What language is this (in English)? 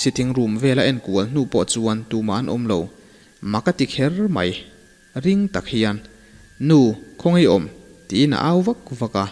Mizo